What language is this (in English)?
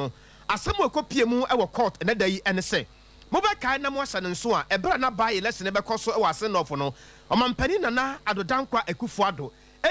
Akan